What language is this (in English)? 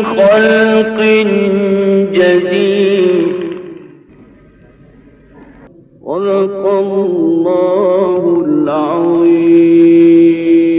Arabic